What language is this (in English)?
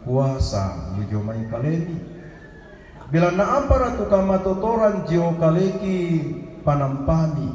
Toraja-Sa'dan